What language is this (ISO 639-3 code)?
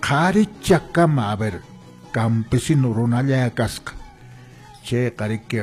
que